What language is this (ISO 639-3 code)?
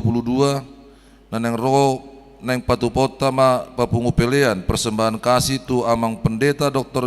bbc